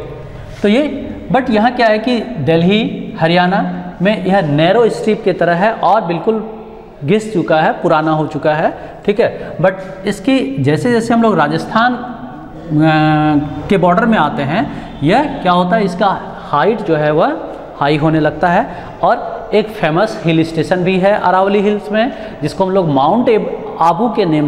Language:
Hindi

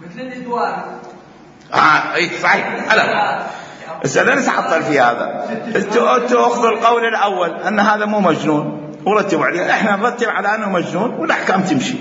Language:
Mesopotamian Arabic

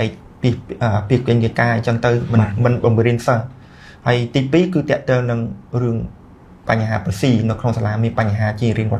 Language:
Khmer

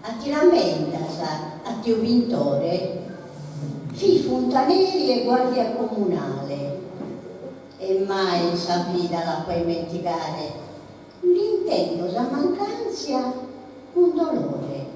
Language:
Sardinian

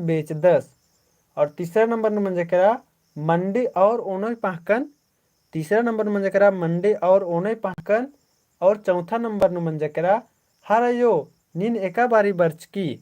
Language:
Kurukh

